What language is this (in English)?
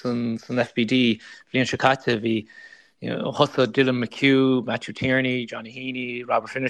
Irish